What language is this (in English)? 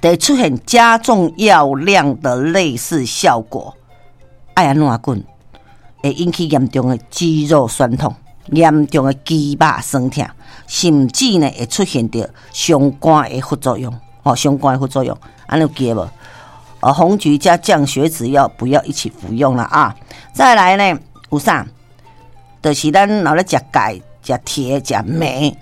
Min Nan Chinese